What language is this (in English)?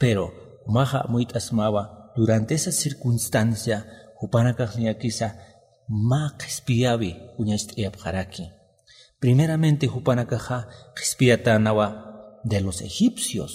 Aymara